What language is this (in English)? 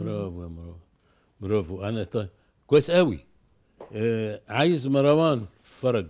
Egyptian Arabic